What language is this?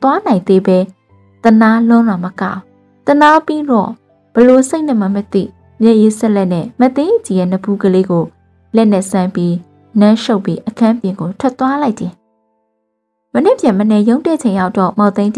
Burmese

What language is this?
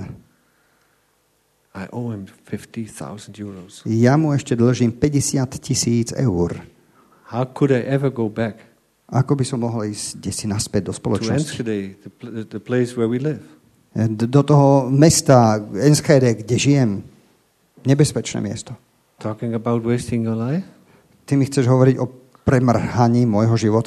Slovak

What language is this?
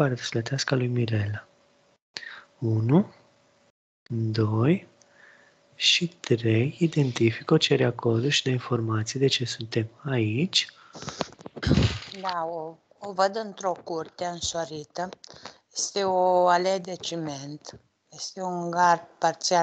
Romanian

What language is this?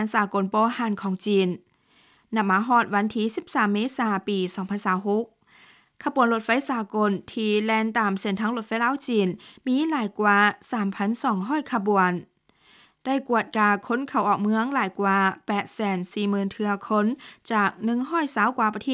Lao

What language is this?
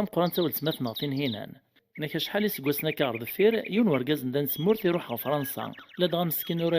Kabyle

